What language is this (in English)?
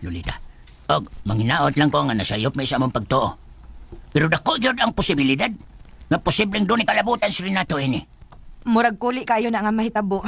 Cebuano